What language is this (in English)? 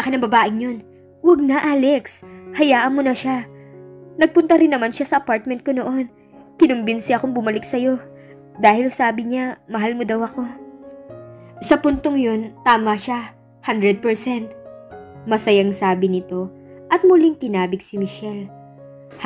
Filipino